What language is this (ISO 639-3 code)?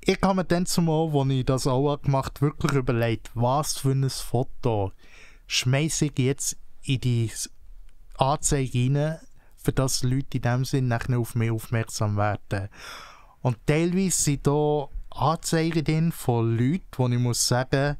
gsw